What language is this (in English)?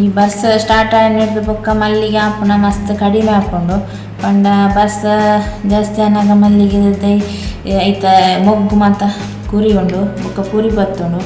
Tulu